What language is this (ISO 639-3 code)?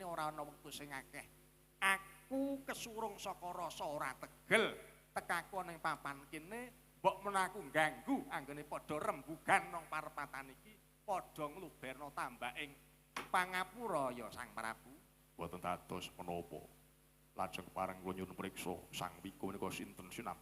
jav